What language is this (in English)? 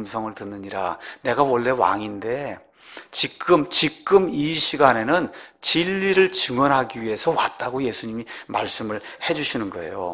Korean